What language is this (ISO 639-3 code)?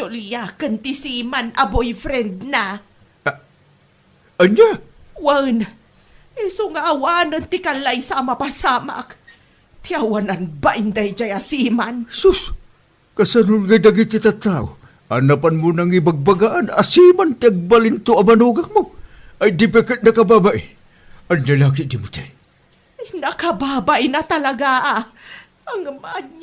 ilo